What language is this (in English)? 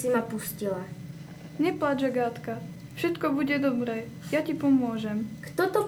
Slovak